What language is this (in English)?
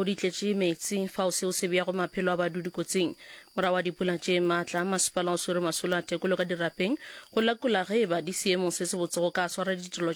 Northern Sotho